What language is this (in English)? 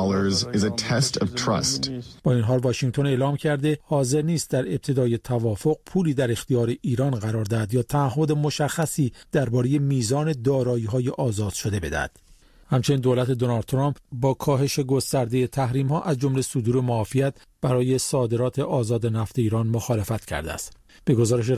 Persian